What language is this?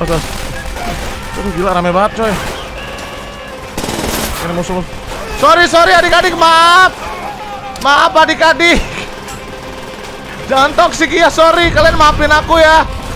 Indonesian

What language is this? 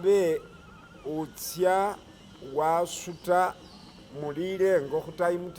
Masaaba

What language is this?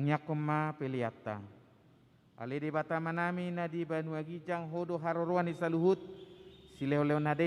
Batak Toba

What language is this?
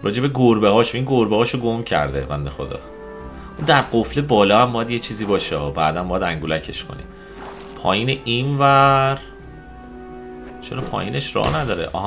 Persian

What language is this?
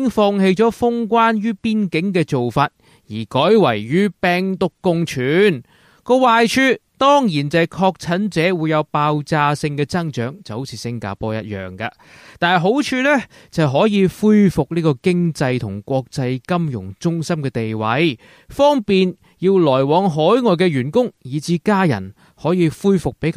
Cantonese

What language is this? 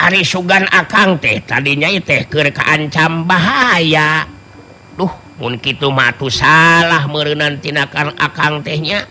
Sundanese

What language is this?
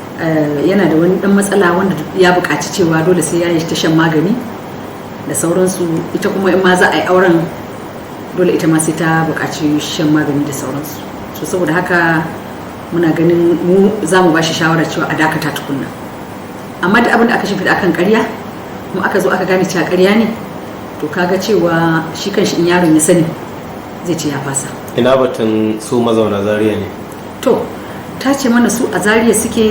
Hausa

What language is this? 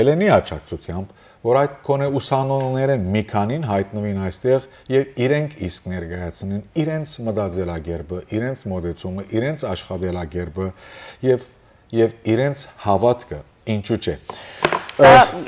Western Armenian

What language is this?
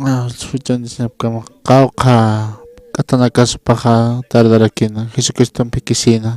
Aymara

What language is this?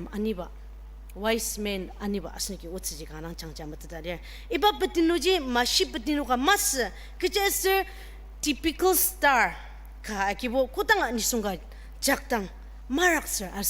Ao Naga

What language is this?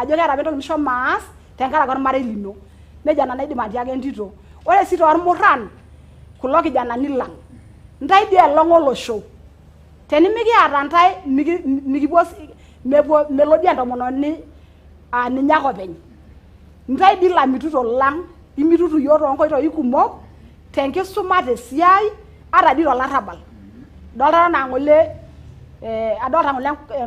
Masai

